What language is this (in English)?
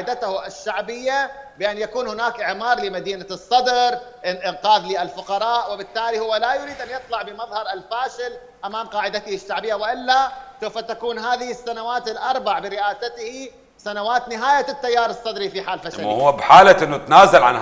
Mesopotamian Arabic